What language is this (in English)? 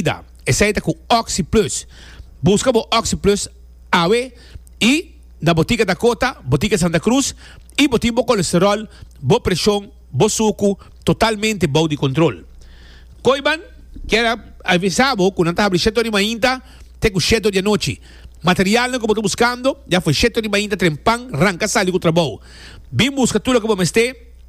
Papiamento